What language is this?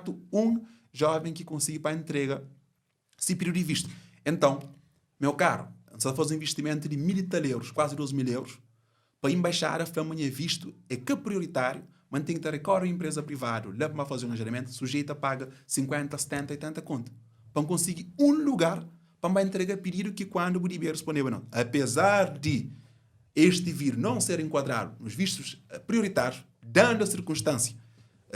Kabuverdianu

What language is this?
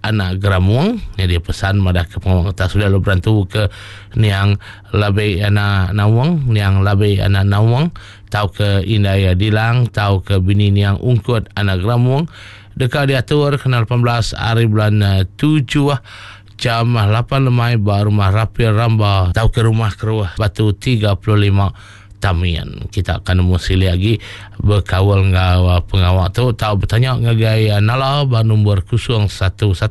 Iban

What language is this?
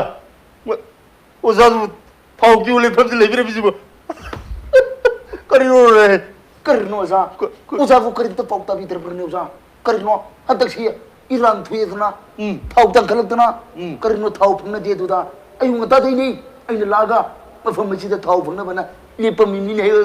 Manipuri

